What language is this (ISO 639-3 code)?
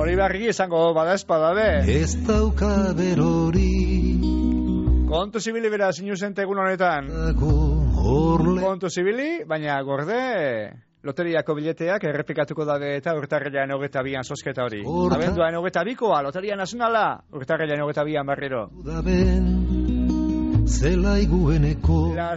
eus